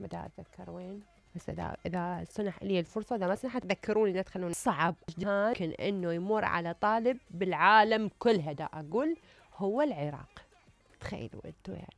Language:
Mesopotamian Arabic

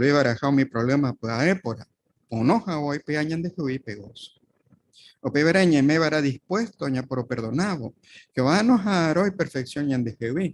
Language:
Guarani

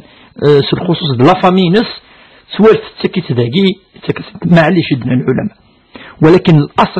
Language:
Kabyle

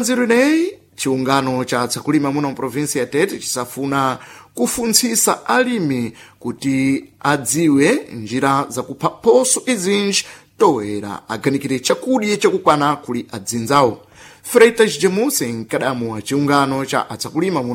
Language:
Sena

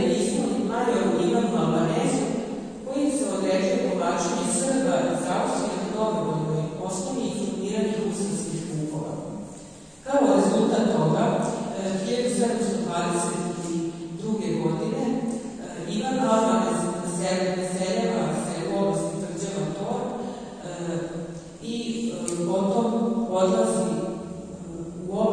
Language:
Serbian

